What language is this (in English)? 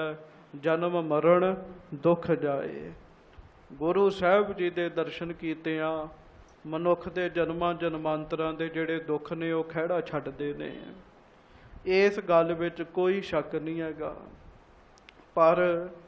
Punjabi